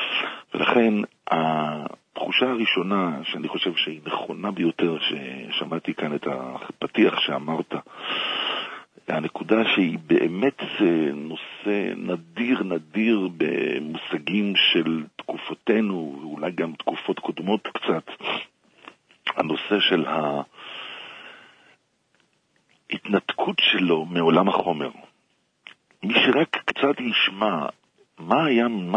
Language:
Hebrew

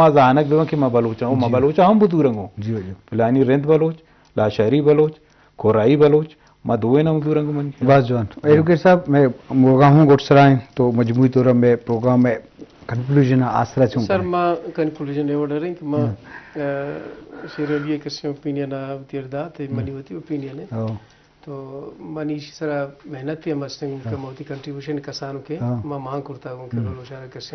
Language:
Eastern Balochi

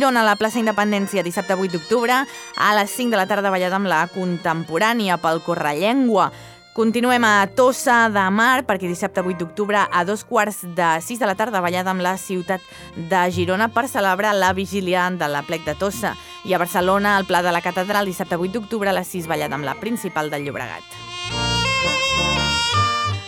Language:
Catalan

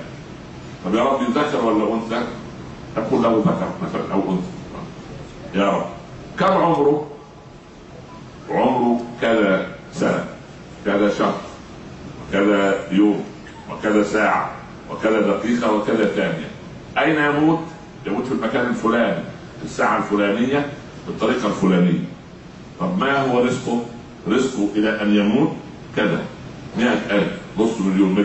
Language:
Egyptian Arabic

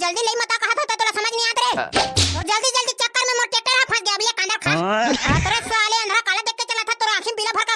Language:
Chhattisgarhi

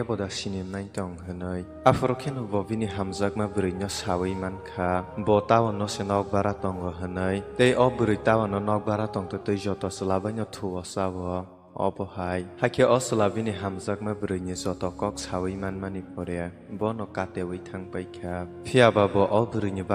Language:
Kok Borok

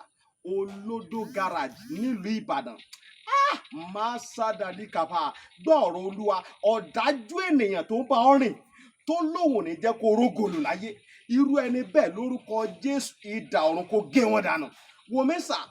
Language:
Yoruba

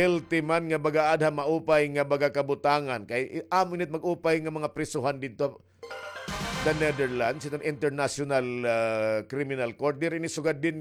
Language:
Waray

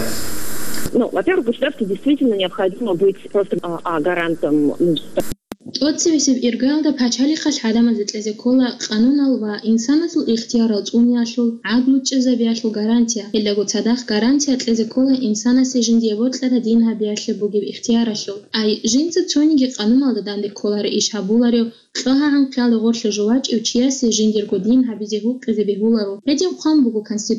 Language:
Avaric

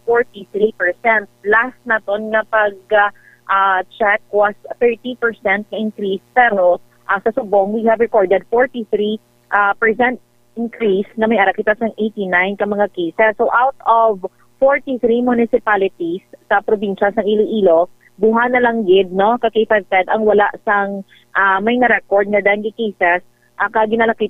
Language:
Hiligaynon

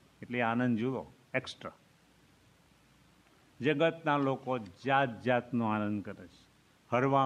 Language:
Gujarati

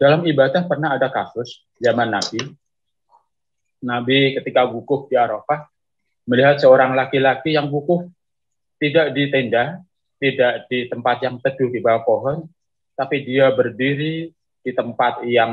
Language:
Indonesian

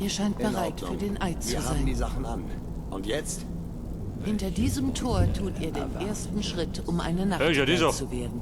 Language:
Bavarian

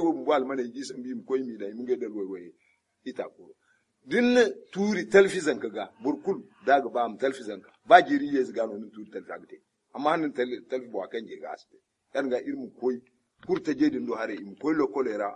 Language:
Zarma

